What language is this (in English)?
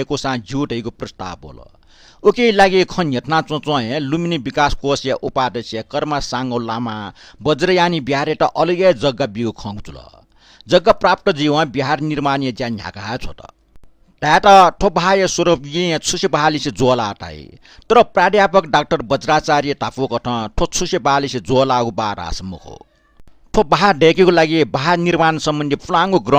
Newari